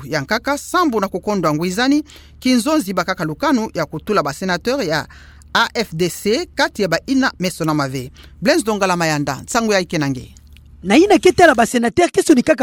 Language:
Kituba (Democratic Republic of Congo)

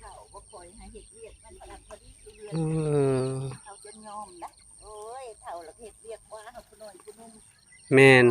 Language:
Northeastern Thai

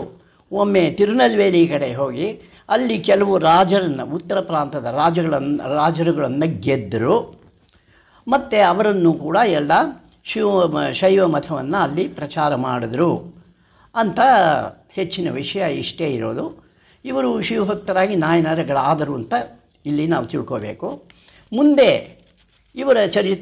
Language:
Kannada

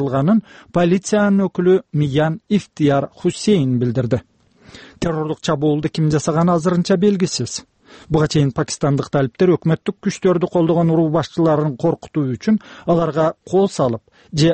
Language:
Kyrgyz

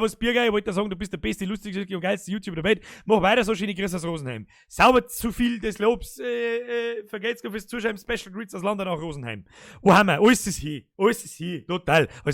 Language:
Bavarian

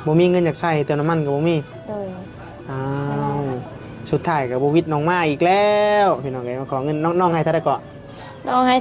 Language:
Northeastern Thai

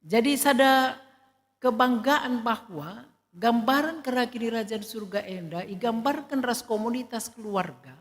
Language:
Batak Karo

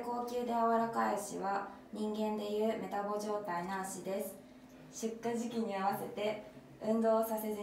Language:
Japanese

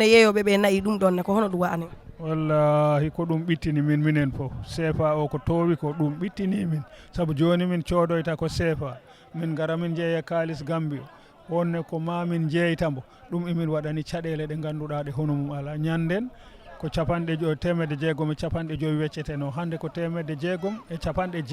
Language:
Fula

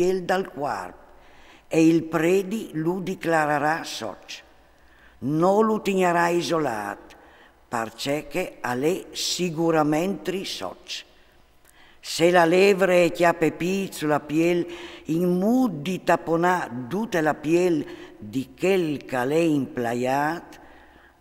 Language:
Friulian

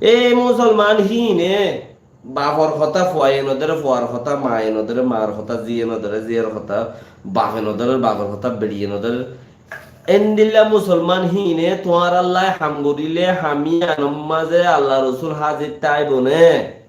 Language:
Rohingya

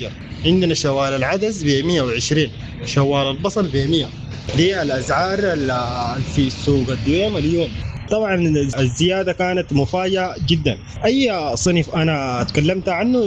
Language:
Sudanese Arabic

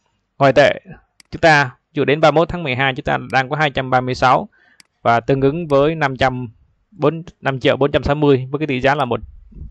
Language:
Vietnamese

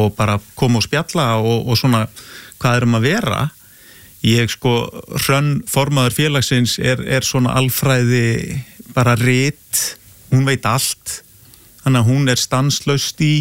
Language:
Icelandic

